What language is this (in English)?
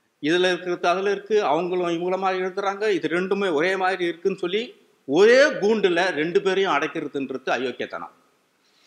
Tamil